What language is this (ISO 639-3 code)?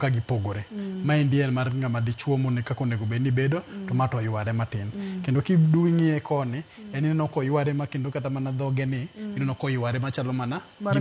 luo